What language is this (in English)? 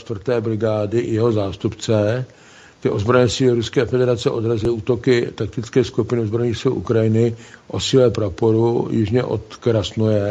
Czech